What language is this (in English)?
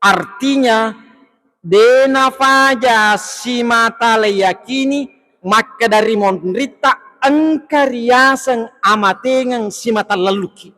Buginese